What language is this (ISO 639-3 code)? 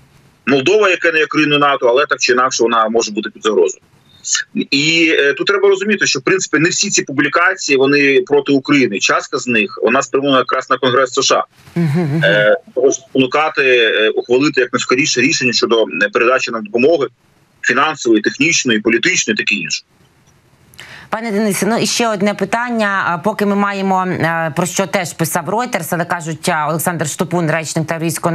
ukr